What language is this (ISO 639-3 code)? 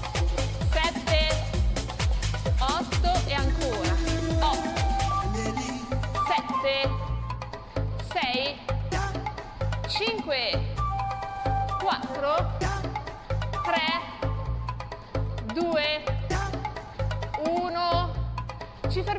ita